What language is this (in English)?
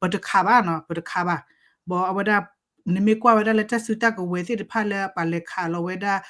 S'gaw Karen